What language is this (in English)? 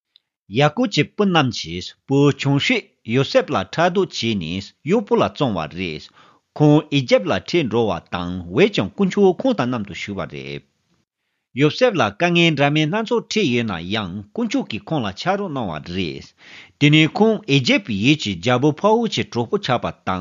Tibetan